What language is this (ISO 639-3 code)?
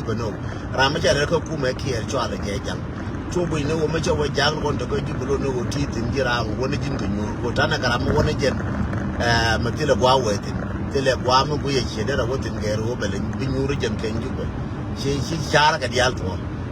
nus